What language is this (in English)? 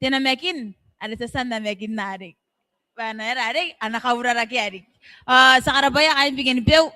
Gilbertese